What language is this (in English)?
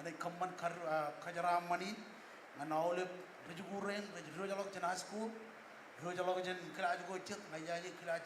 Marshallese